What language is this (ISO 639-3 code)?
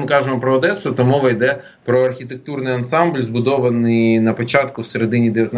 ukr